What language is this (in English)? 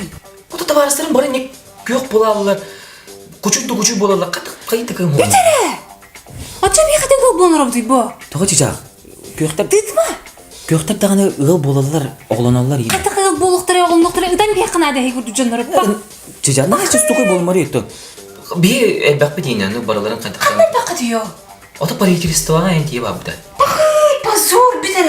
Yakut